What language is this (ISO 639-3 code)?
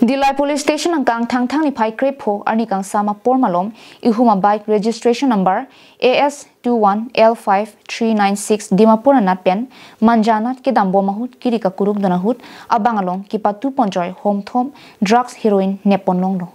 mjw